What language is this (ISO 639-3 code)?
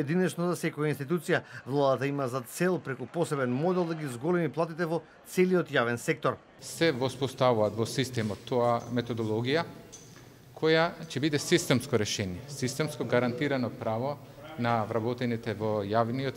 mkd